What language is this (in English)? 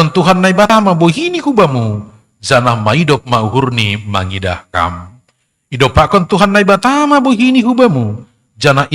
Batak Simalungun